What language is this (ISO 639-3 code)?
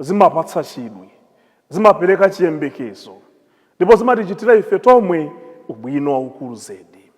nya